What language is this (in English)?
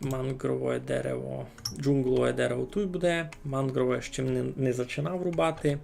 Rusyn